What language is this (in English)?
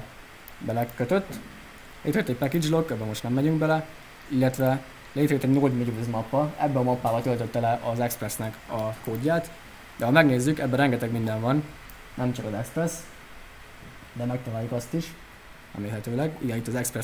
Hungarian